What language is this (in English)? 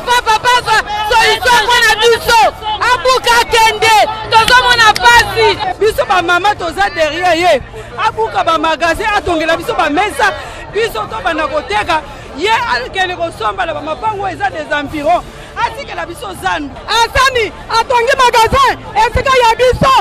Lingala